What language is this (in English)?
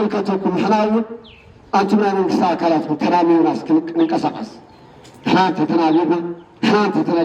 Tigrinya